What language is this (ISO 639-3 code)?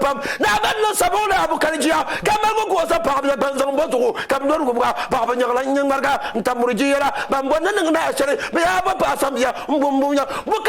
dag